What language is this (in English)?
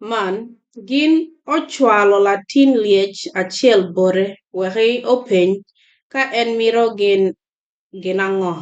Acoli